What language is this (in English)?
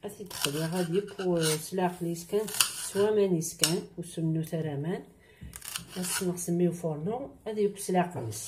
Kabyle